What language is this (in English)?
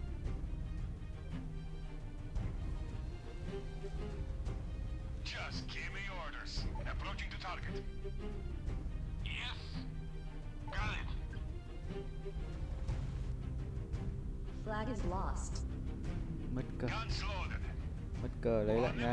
Vietnamese